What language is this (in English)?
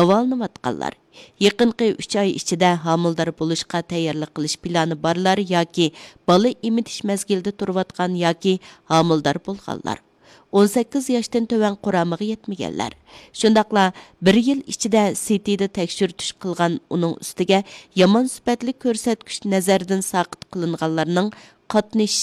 Uyghur